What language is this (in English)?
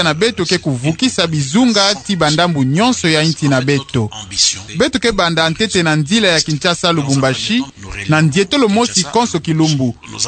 Kituba (Democratic Republic of Congo)